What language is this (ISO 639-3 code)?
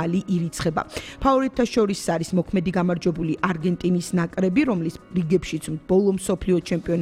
kat